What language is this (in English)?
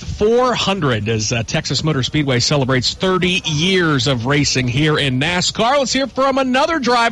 English